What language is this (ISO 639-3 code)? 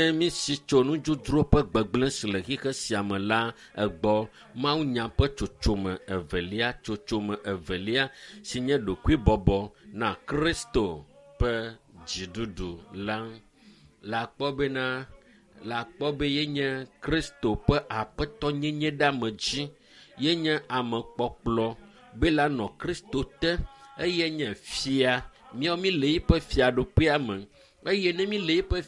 ewe